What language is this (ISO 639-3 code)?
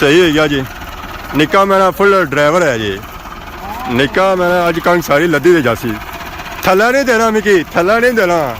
phr